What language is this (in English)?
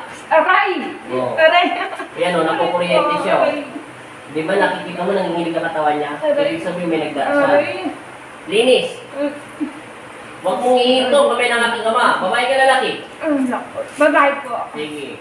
Filipino